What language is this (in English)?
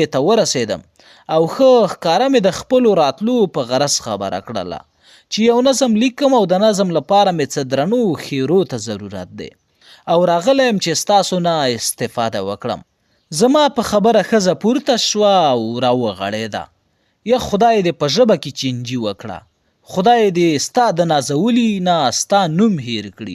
Pashto